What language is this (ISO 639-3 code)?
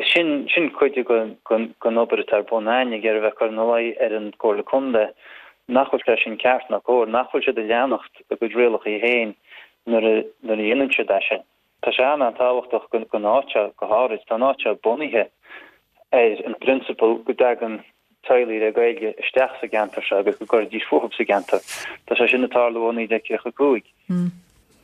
gle